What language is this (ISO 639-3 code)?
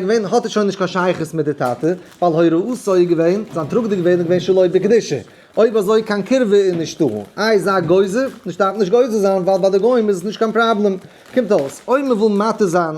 yid